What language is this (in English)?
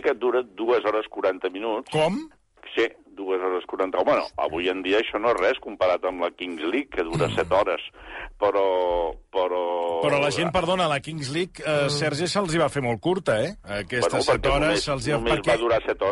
Catalan